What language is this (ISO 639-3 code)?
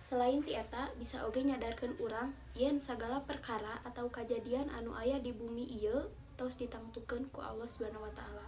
sun